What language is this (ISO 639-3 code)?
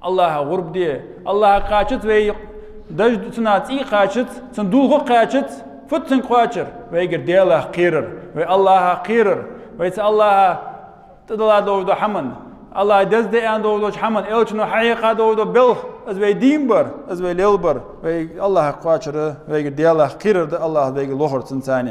inh